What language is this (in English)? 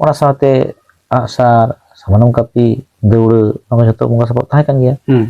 Santali